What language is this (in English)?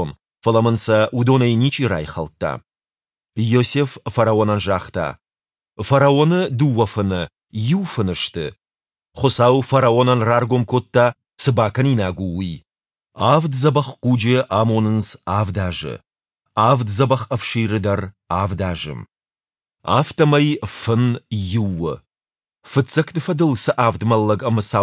Ossetic